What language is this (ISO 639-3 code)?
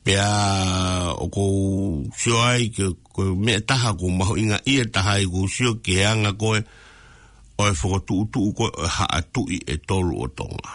ton